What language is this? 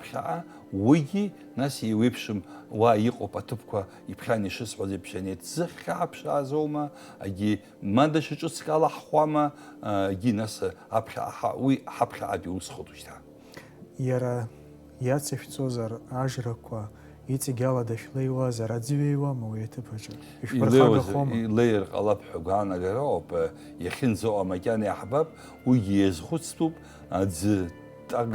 Abkhazian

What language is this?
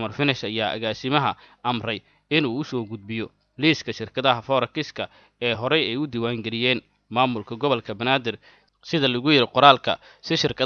Somali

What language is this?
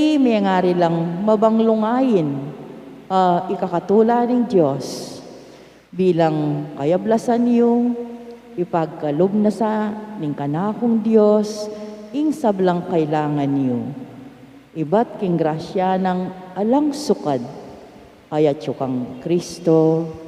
Pampanga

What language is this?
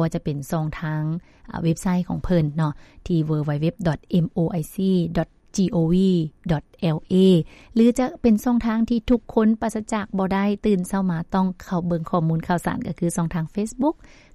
Lao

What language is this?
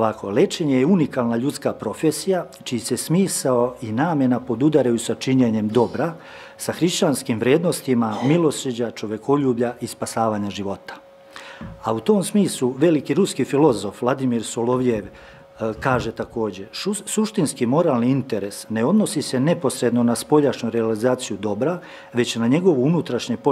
Serbian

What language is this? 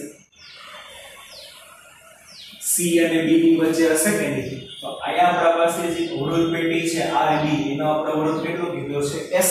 Gujarati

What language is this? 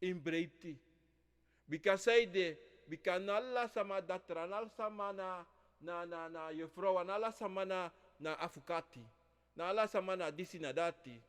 Sranan Tongo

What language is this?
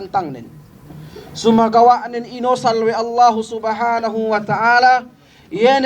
Yakan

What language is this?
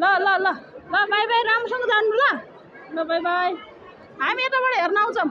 Nepali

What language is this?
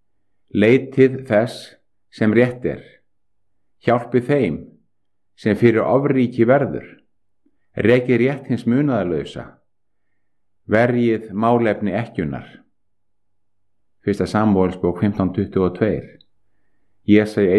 Icelandic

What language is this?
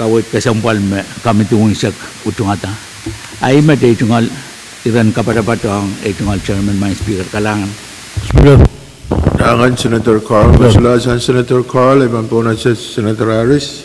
Pohnpeian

